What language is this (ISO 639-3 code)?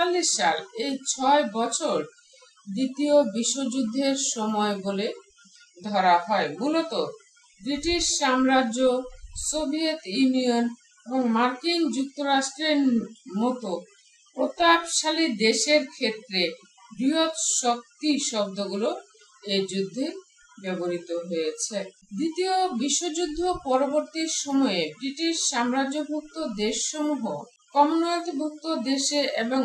ben